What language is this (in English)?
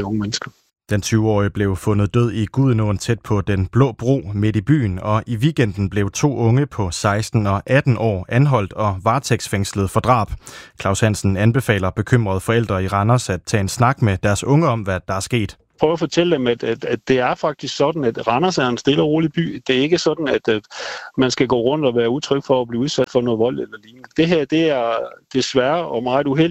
Danish